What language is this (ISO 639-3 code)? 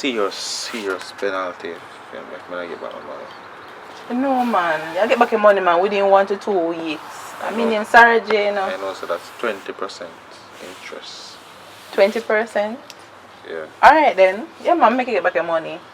jam